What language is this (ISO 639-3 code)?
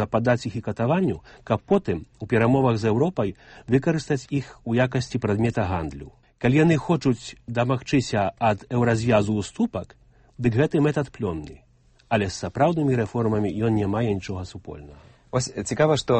bel